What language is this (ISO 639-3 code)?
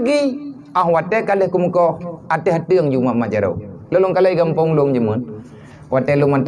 ace